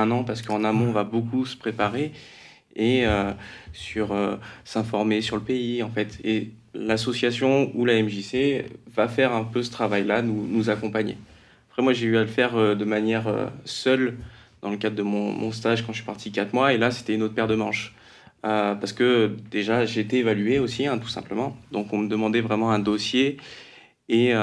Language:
French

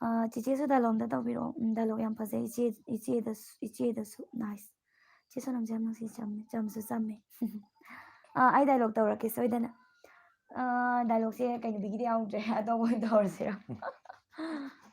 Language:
Manipuri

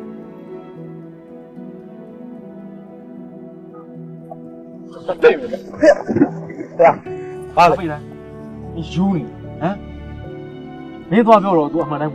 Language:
Burmese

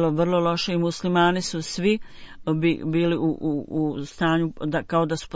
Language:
Bosnian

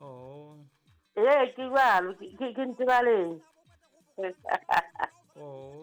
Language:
Southern Sotho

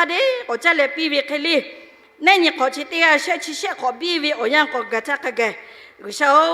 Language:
Lahu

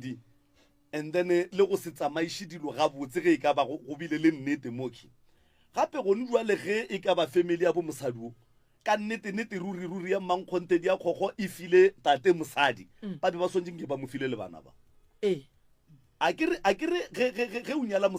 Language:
Northern Sotho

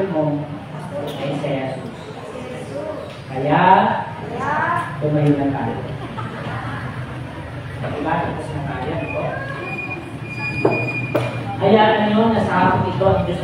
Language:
Filipino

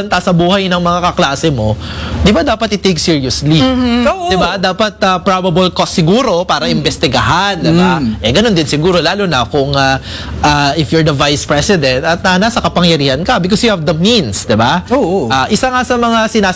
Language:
Filipino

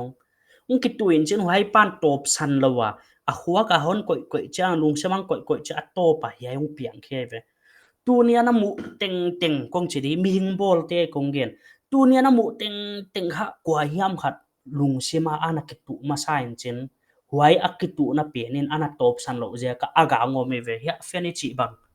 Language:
Paite Chin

